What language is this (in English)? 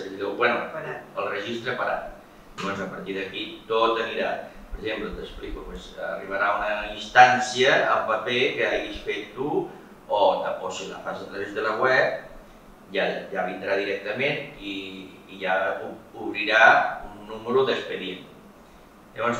Catalan